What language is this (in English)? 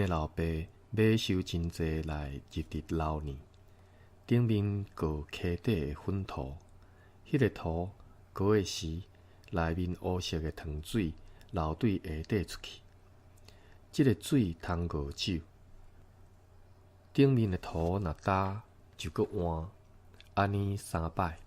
Min Nan Chinese